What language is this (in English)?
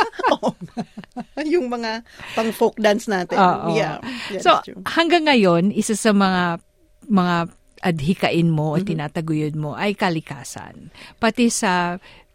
Filipino